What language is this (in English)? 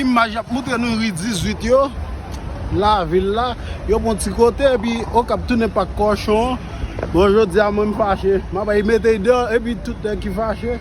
Haitian Creole